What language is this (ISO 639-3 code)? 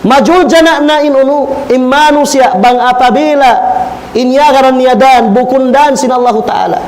tsg